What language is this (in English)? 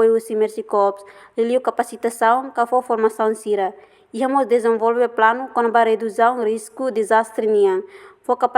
Tetum